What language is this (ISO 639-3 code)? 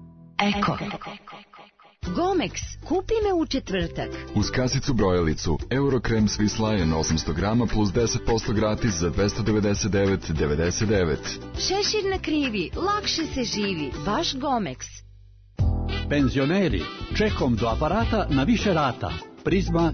srp